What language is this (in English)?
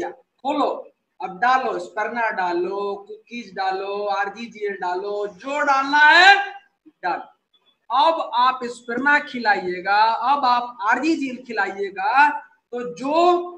Hindi